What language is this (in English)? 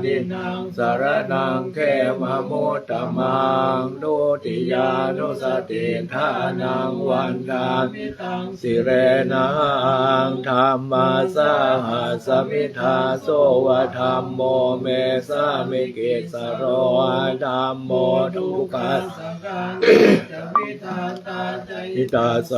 Pali